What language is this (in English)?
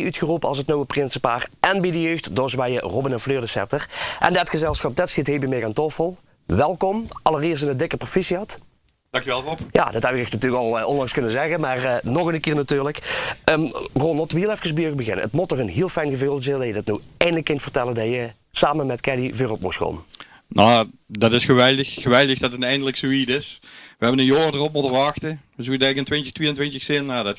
Limburgish